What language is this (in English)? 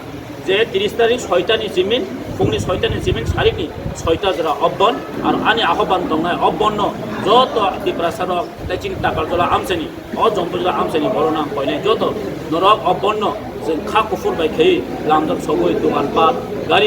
Kok Borok